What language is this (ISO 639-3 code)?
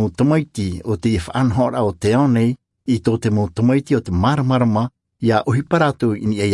tah